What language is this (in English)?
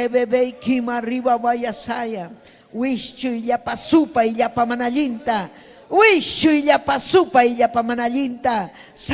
Ayacucho Quechua